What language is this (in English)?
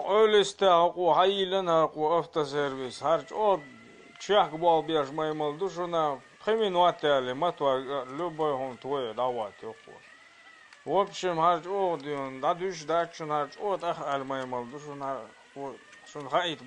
Chechen